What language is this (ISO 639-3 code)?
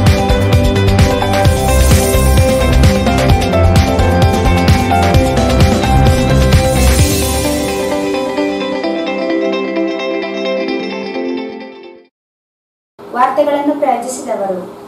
kan